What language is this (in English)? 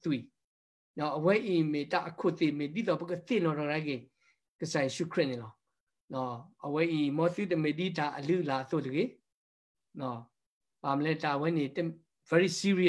S'gaw Karen